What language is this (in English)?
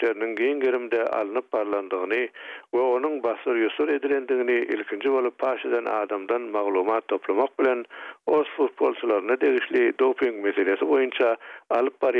Turkmen